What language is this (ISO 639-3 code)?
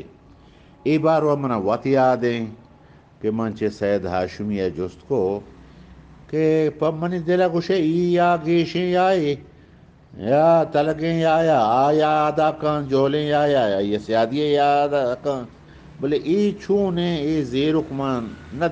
bgp